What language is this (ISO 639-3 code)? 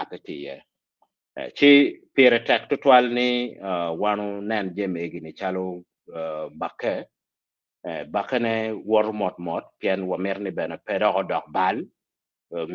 ach